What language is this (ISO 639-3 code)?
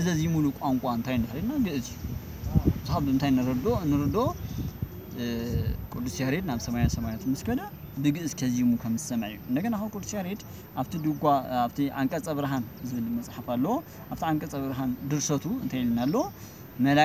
tir